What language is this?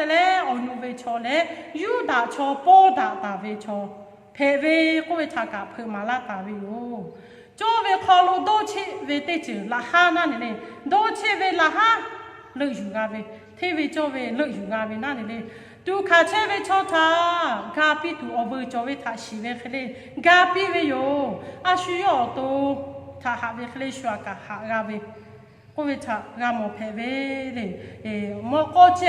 Lahu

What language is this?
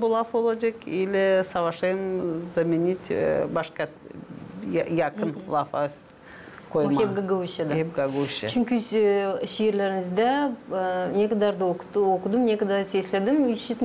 Gagauz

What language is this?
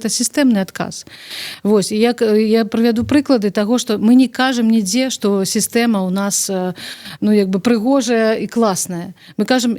Belarusian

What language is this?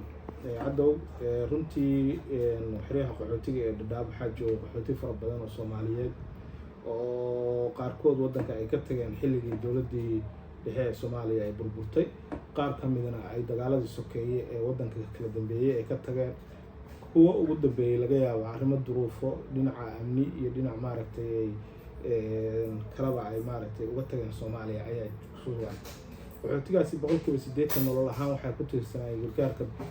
Somali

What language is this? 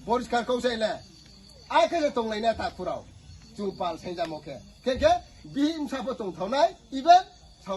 Riang (India)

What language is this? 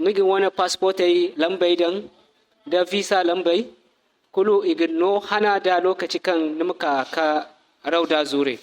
Zarma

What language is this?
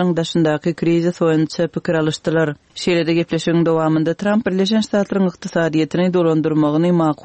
Turkmen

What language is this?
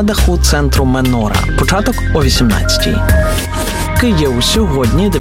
Ukrainian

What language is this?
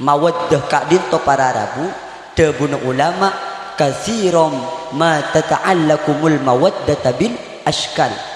Madurese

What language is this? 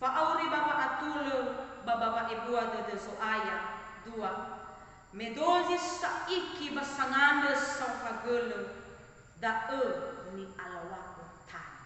Nias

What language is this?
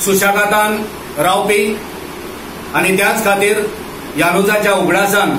Konkani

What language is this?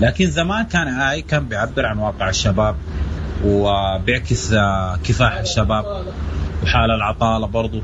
Sudanese Arabic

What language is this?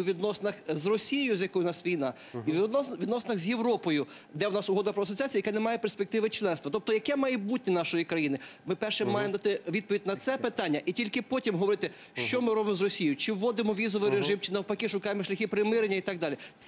Ukrainian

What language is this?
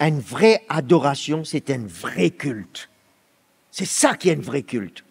Morisyen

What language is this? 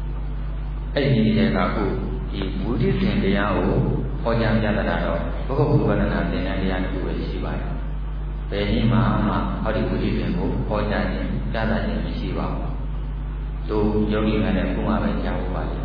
Burmese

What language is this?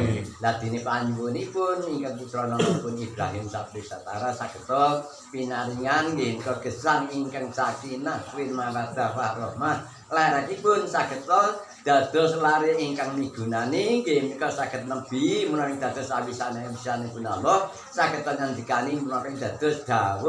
Javanese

